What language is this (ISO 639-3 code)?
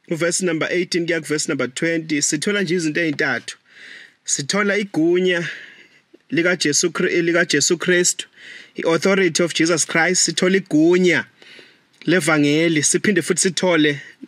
zul